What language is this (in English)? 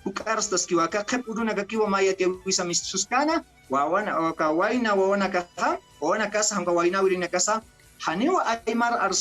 Aymara